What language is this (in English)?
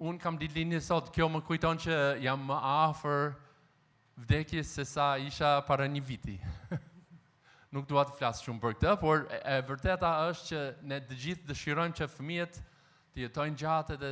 Albanian